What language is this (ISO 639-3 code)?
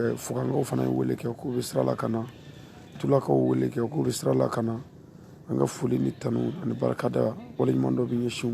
bam